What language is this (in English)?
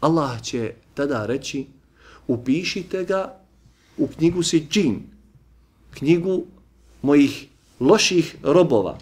Bosnian